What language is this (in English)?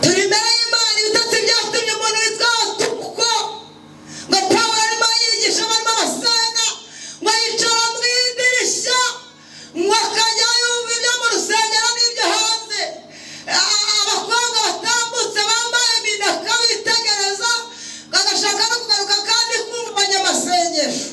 Kinyarwanda